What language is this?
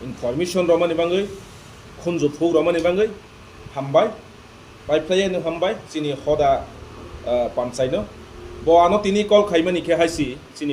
Kok Borok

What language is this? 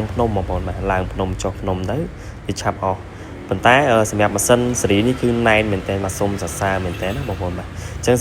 Khmer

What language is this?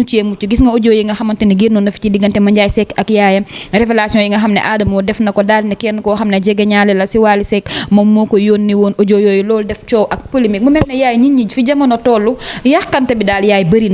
Wolof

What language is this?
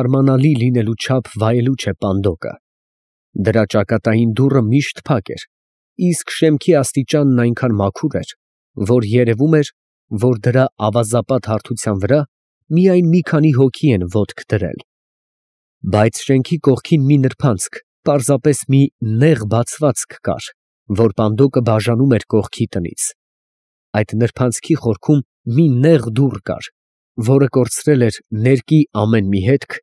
Armenian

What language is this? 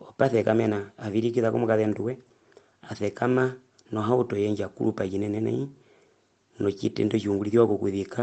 Herero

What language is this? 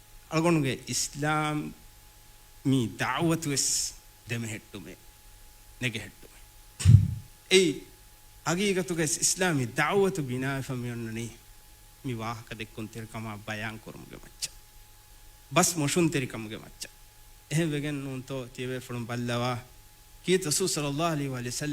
Divehi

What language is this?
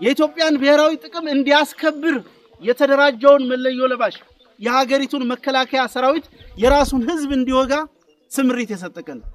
Amharic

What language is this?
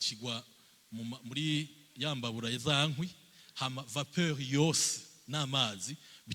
Rundi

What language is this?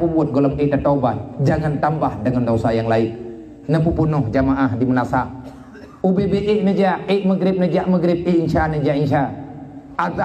Achinese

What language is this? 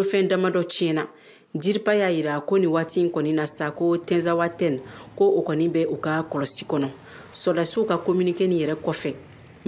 Bambara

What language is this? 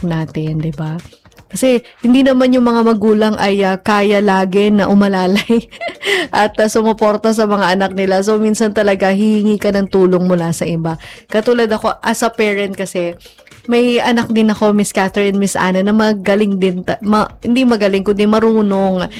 Filipino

